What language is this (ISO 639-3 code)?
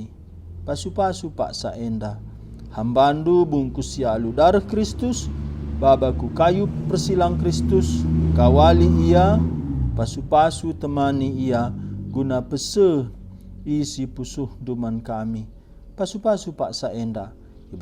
btx